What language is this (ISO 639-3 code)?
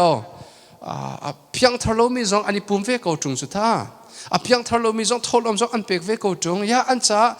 cnh